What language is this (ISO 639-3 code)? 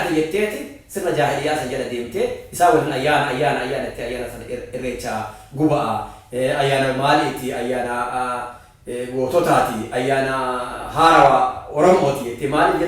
orm